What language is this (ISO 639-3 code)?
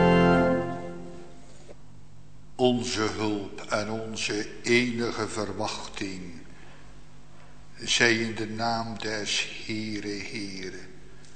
nld